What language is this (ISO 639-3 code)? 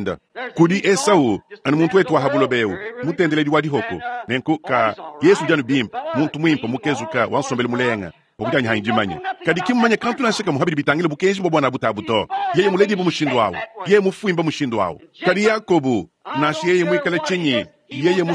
lua